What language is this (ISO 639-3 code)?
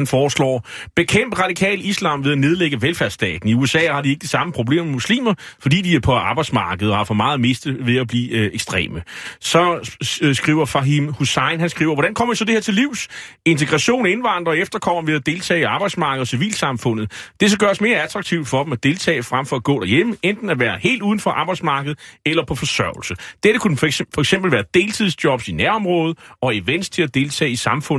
dan